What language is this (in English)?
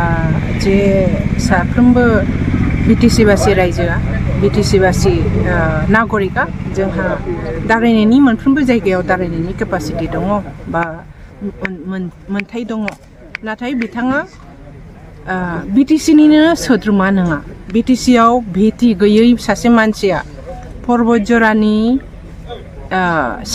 Bodo